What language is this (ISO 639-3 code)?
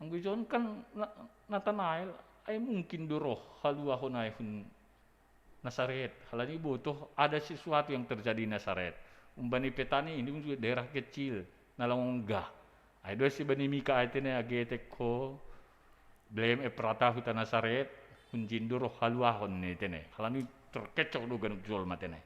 bts